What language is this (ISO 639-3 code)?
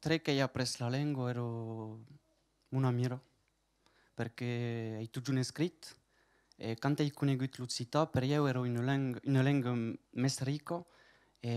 oci